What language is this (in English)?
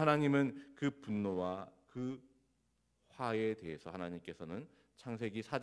Korean